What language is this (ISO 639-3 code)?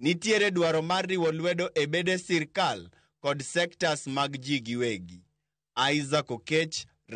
luo